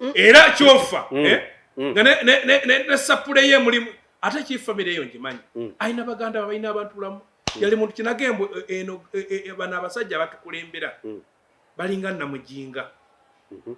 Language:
Ganda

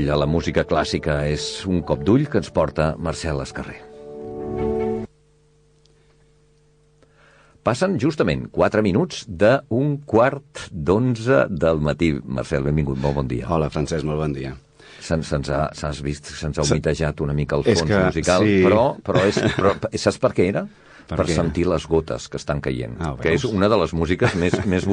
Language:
Catalan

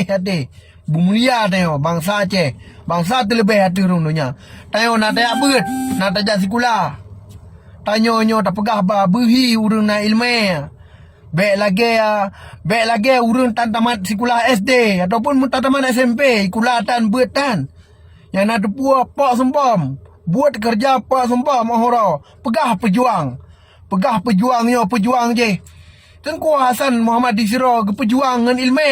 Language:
Achinese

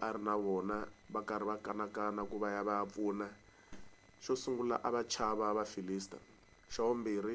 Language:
Tsonga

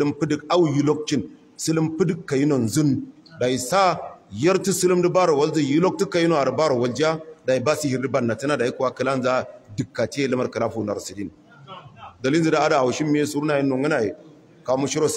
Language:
Hausa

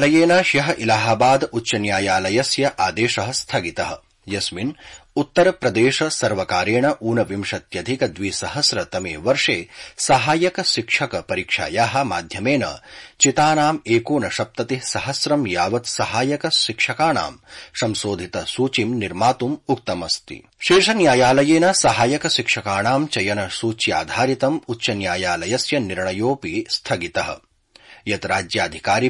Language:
Sanskrit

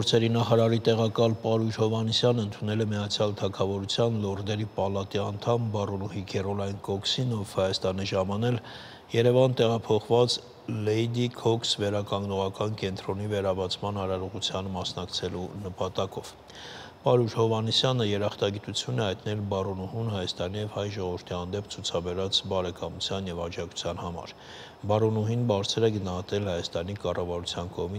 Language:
Armenian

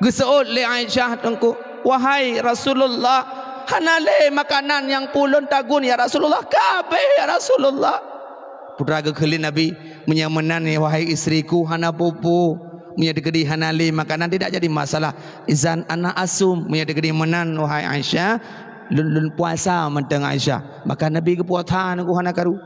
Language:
Achinese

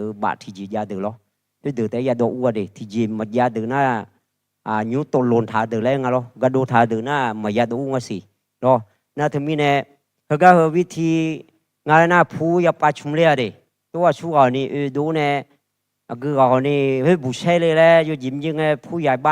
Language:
Akha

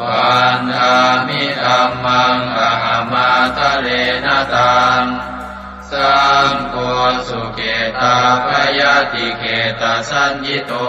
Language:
Pali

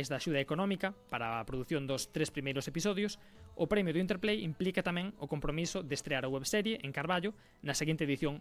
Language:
Galician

